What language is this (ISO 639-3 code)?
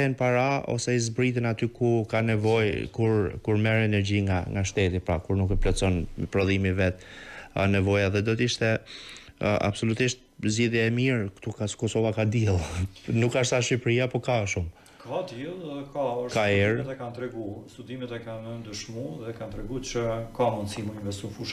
sqi